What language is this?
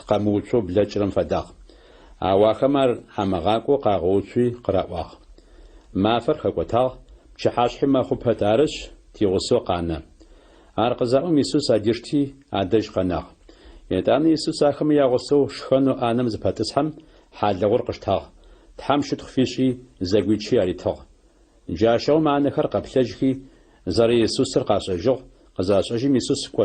Adyghe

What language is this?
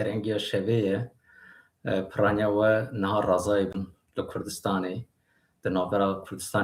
Kurdish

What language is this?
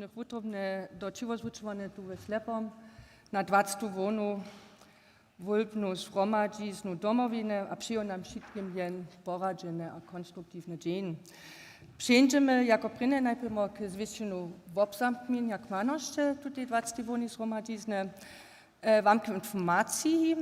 Upper Sorbian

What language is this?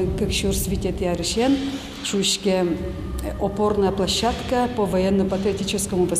Udmurt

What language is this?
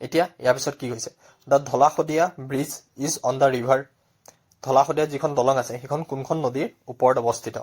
Assamese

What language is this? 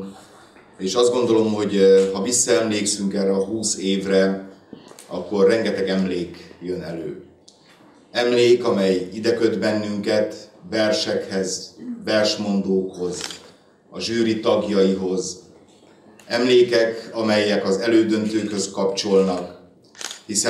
Hungarian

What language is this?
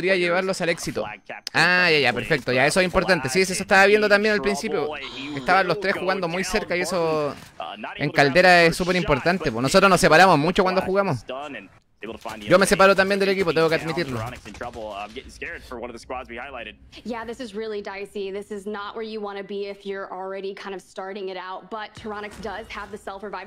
Spanish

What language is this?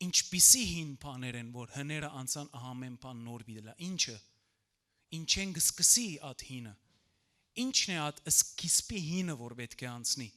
Western Armenian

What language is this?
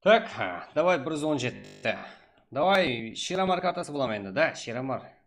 Kara-Kalpak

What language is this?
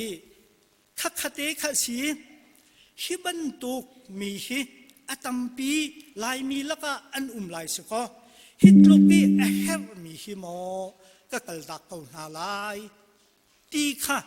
Hakha Chin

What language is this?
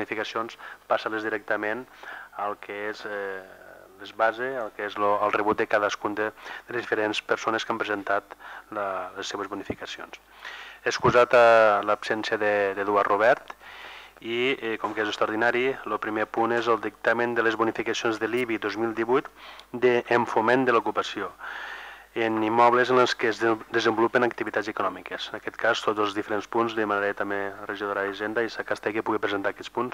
Catalan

